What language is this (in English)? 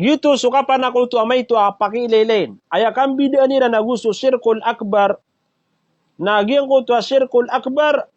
Maranao